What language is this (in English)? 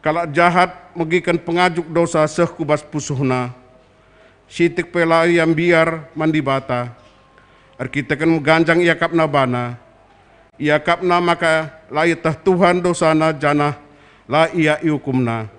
Batak Karo